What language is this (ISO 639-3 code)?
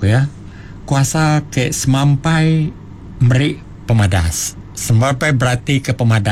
iba